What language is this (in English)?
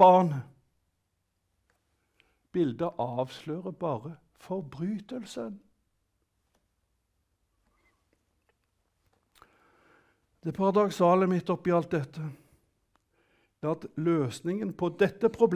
Norwegian